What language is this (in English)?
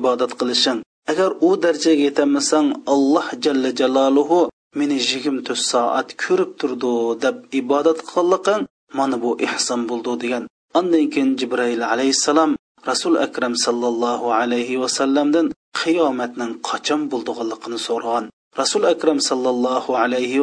Uyghur